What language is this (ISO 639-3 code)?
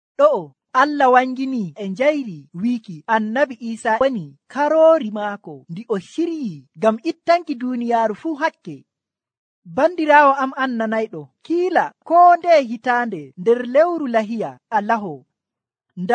fuv